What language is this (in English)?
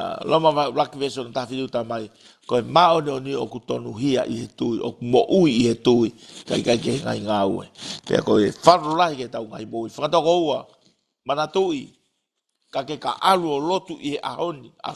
Tongan